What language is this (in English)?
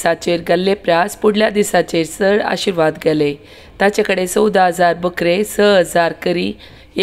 Konkani